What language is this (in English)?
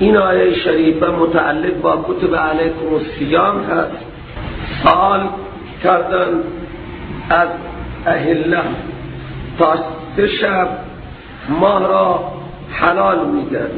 Persian